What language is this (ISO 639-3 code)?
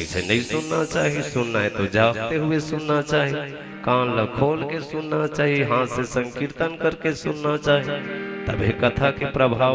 hne